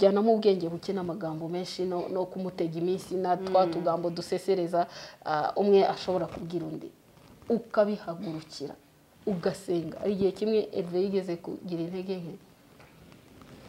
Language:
Kinyarwanda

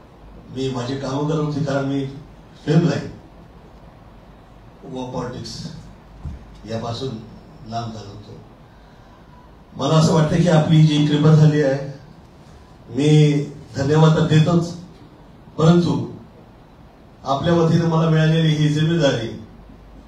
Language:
Marathi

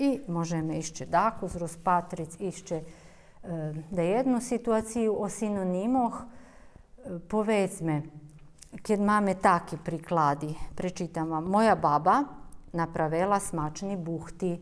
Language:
Rusyn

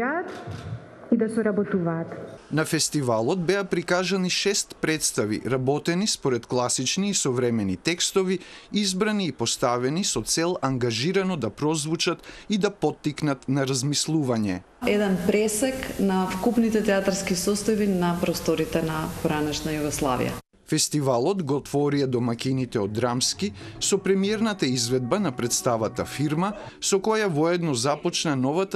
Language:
Macedonian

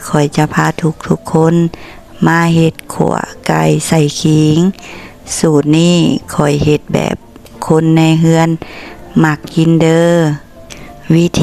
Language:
Lao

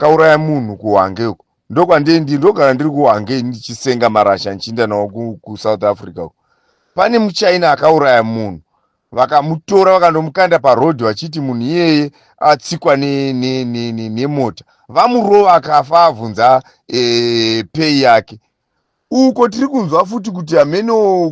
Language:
Shona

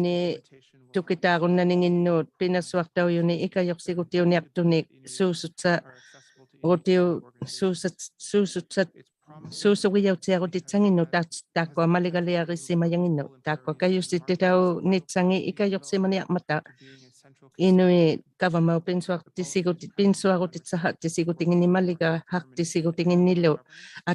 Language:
Inuktitut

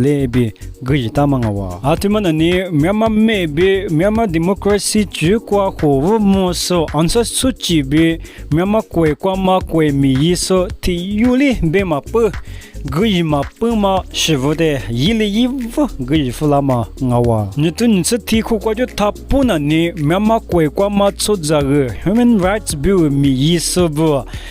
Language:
Lisu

